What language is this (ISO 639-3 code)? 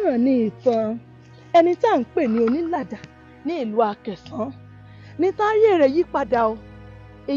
yor